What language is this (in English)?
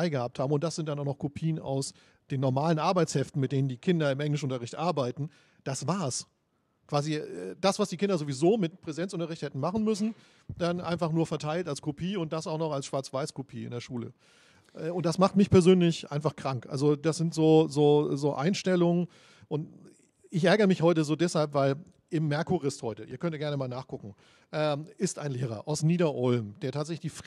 German